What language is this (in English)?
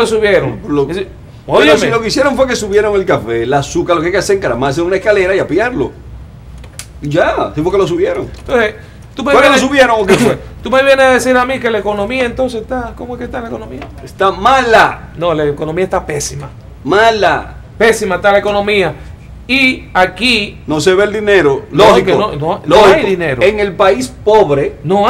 Spanish